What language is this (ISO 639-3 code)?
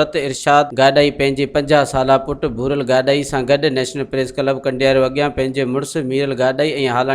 snd